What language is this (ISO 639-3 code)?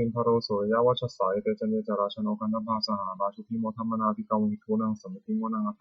pli